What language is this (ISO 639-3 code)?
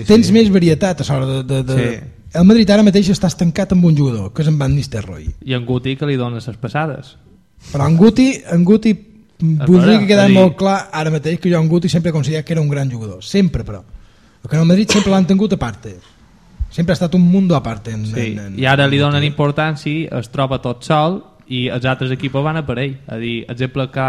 cat